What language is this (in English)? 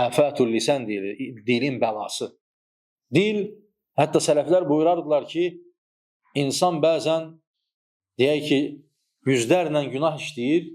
Azerbaijani